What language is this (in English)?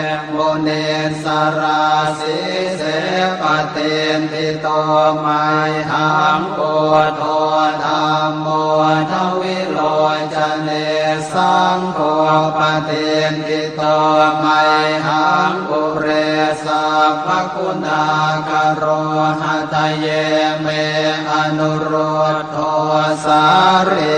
Pali